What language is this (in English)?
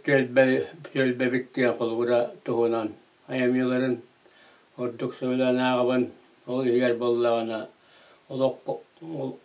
Yakut